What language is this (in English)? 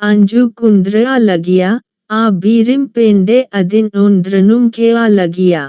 Kurukh